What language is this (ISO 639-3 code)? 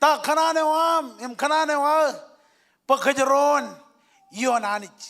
mah